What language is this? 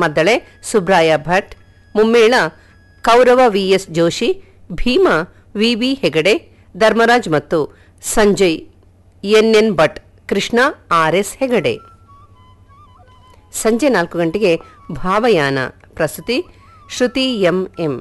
Kannada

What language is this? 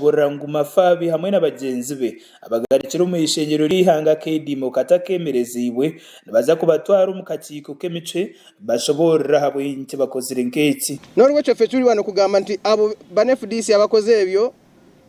Nyankole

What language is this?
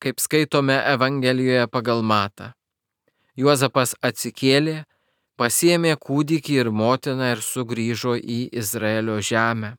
Lithuanian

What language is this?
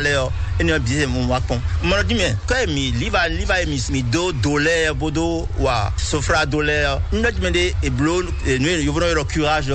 Fon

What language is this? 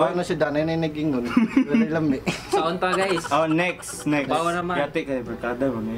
Cebuano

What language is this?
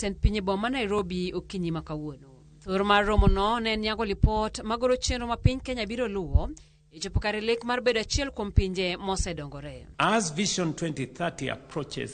Luo (Kenya and Tanzania)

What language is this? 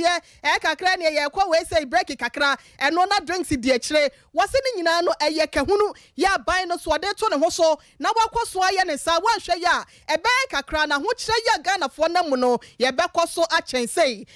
Akan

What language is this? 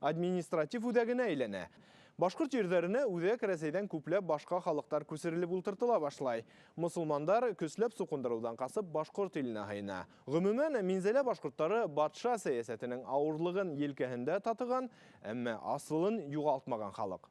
Bashkir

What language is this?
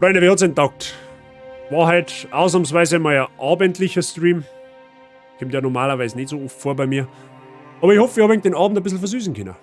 Bavarian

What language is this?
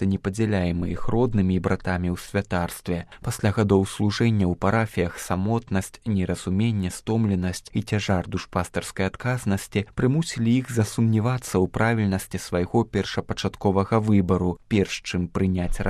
Belarusian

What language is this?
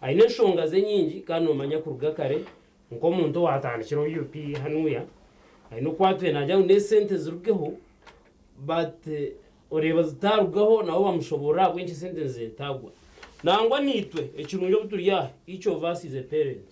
Nyankole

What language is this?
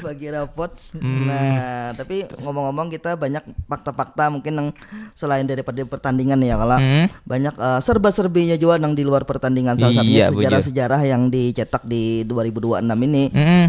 Banjar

